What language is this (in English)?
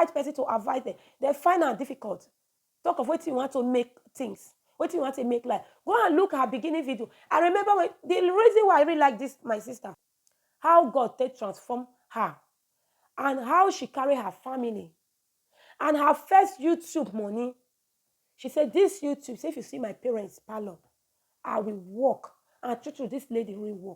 Nigerian Pidgin